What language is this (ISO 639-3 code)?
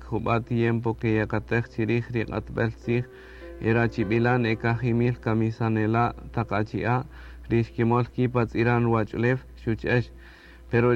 cak